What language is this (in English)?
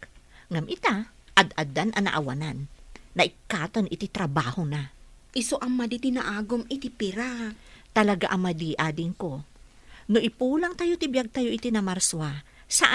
Iloko